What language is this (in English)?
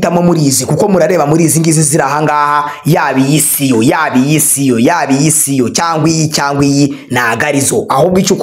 Kinyarwanda